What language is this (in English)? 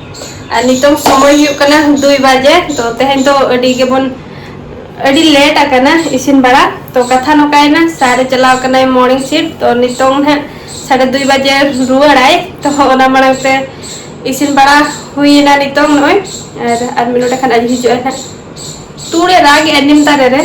Santali